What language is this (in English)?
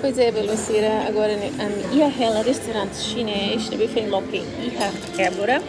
Tetum